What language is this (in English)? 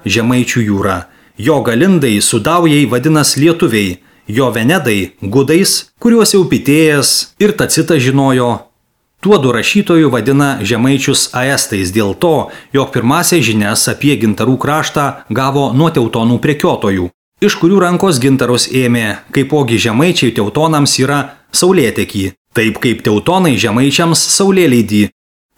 Lithuanian